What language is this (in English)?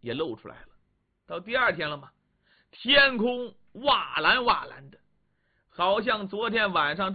Chinese